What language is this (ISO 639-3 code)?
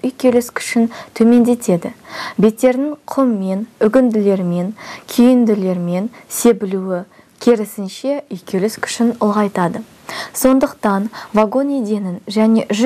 kaz